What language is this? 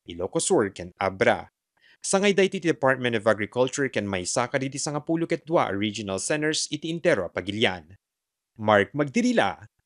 Iloko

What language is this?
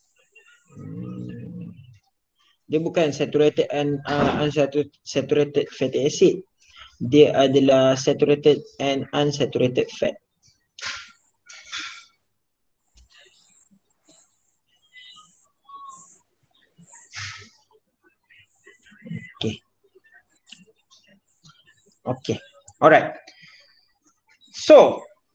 Malay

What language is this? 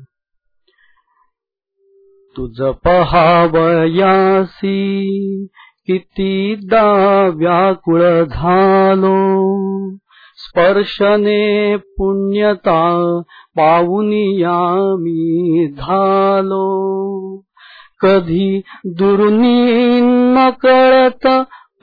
Marathi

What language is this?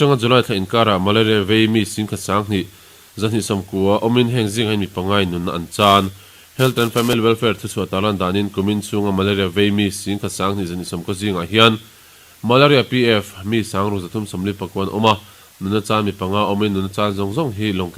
Mizo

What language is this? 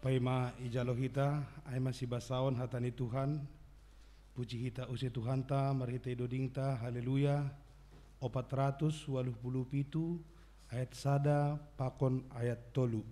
Batak Simalungun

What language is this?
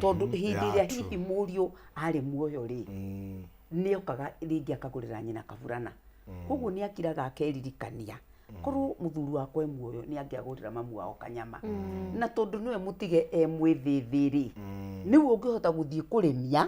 Kikuyu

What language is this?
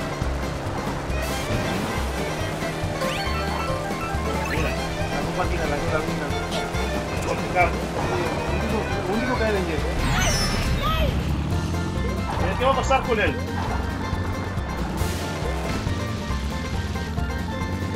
Spanish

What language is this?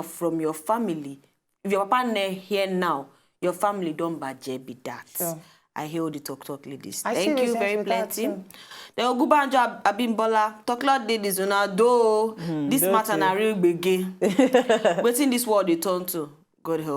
Nigerian Pidgin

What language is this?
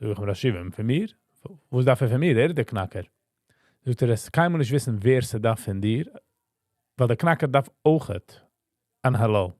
Yiddish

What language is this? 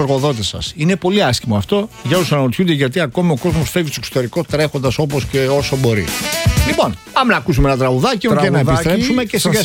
Greek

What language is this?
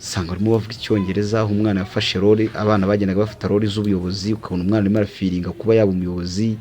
Kinyarwanda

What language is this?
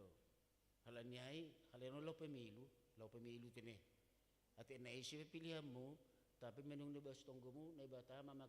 Batak Simalungun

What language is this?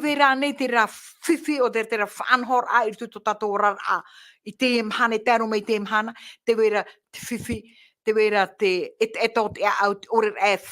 Tahitian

